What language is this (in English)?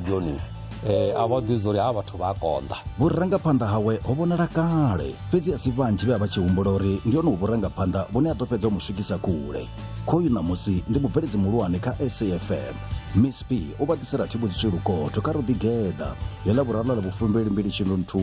Venda